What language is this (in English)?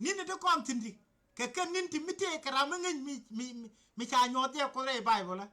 Nuer